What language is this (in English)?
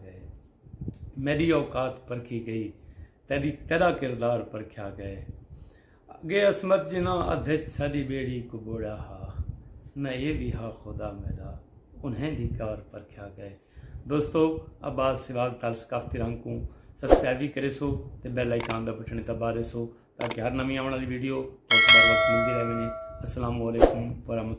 Saraiki